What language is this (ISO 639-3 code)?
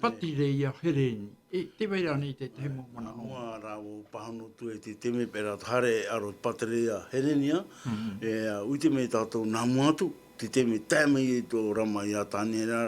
tah